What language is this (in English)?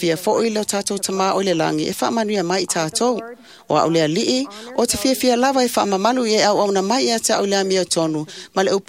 Samoan